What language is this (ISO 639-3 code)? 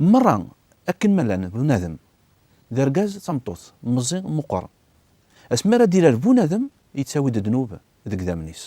kab